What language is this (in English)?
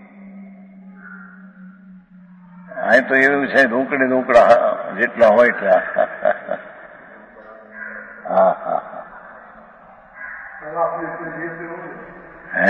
Gujarati